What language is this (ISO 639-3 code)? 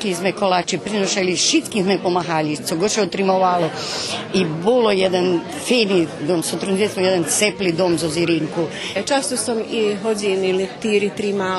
rue